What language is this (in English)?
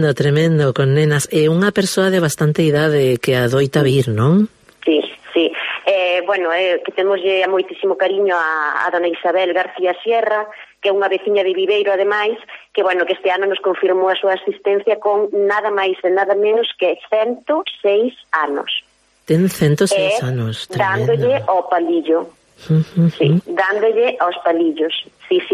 Galician